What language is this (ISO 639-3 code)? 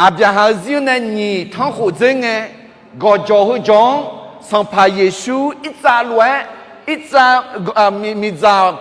ahk